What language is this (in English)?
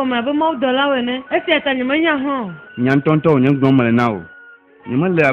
Ewe